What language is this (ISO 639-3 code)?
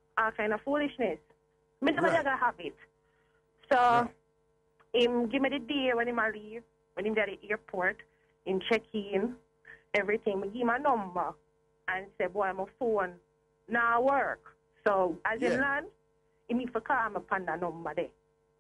jam